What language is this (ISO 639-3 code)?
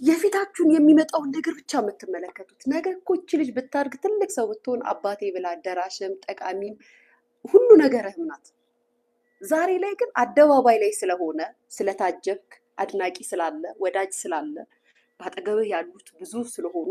amh